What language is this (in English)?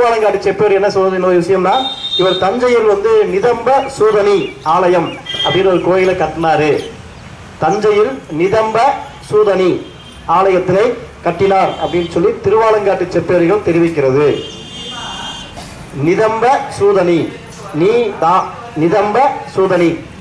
Tamil